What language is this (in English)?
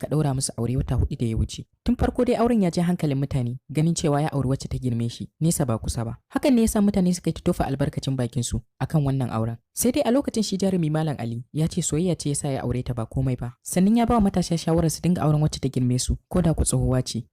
Hausa